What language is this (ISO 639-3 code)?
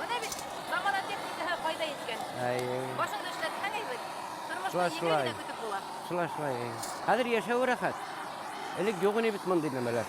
bak